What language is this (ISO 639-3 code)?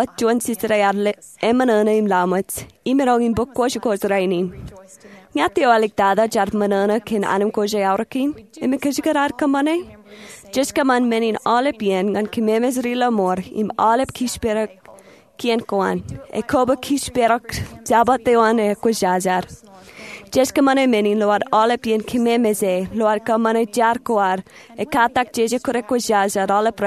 mah